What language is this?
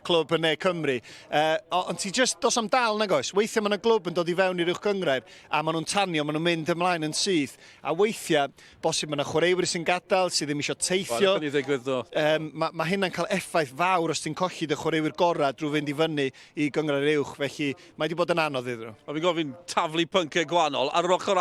Welsh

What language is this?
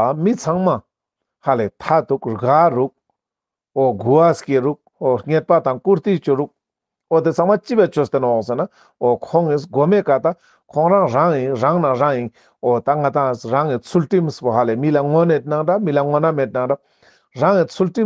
Ladakhi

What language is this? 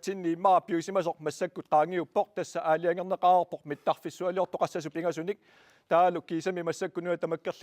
Kalaallisut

